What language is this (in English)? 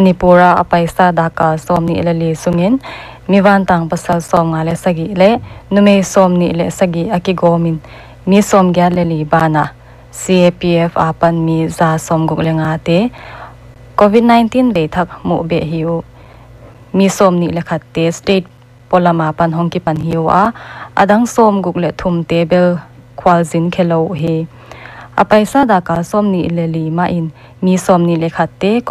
Paite Chin